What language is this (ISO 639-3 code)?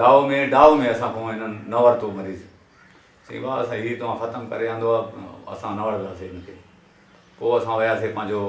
snd